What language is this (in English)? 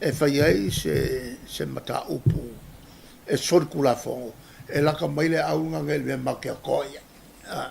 Samoan